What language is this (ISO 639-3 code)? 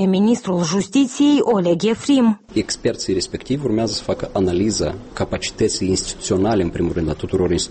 ron